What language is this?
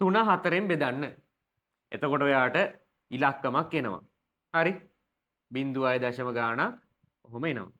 Sinhala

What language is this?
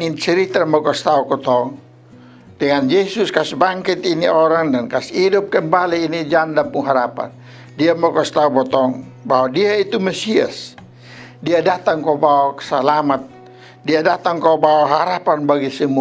Kupang Malay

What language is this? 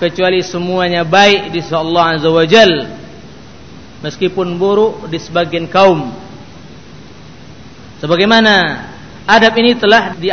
Indonesian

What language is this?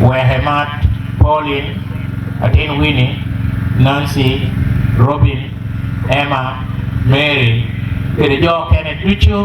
Acoli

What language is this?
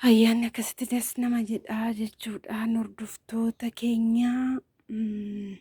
Oromo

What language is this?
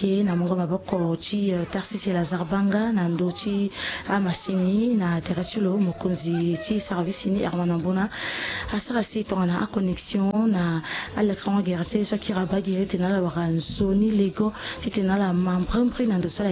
Sango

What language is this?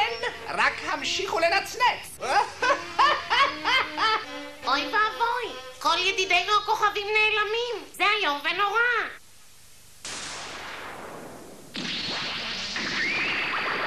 Hebrew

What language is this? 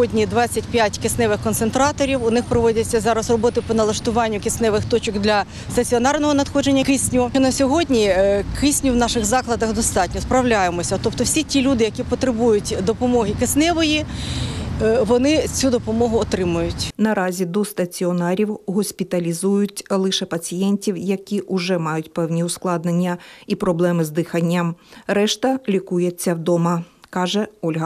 Ukrainian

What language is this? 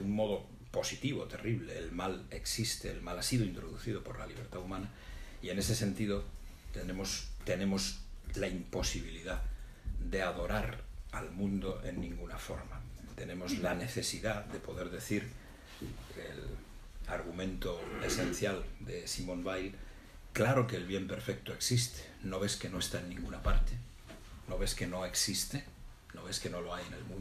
Spanish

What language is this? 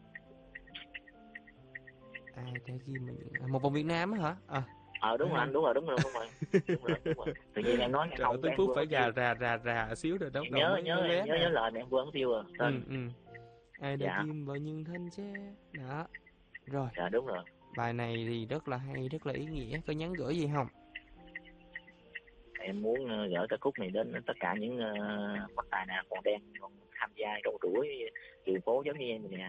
Vietnamese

